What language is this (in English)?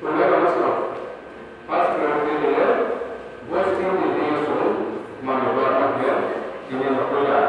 Riang (India)